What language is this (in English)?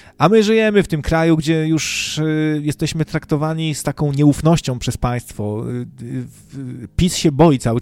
Polish